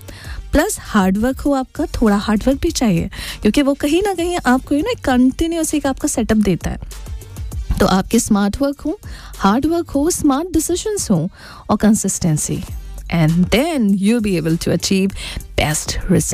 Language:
Hindi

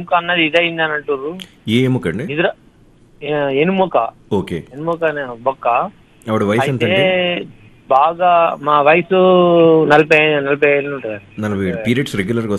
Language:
Telugu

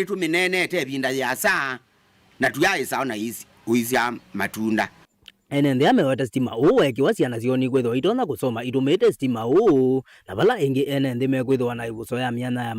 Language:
Kamba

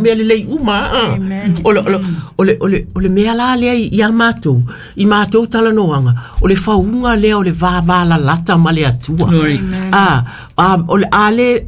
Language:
Samoan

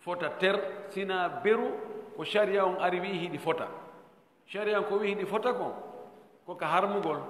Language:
Fula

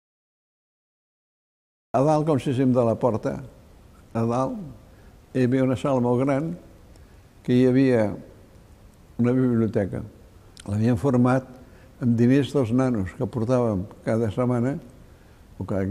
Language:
Catalan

